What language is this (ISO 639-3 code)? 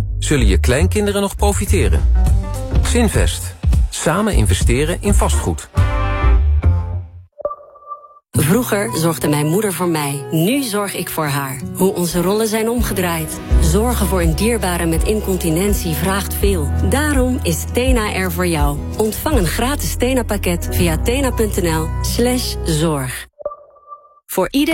nld